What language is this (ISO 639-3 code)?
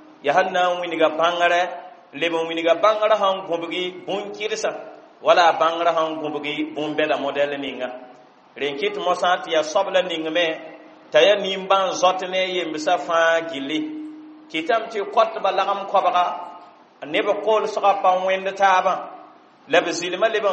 mos